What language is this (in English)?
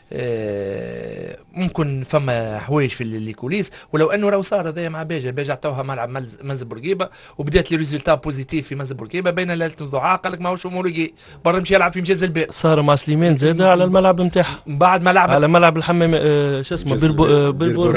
Tunisian Arabic